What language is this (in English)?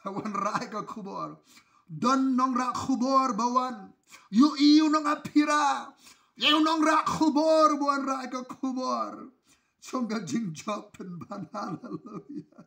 Khasi